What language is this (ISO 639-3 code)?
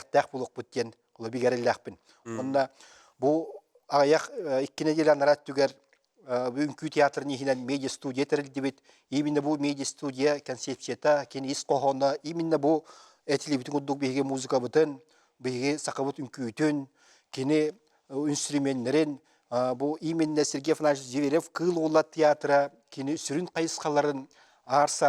sah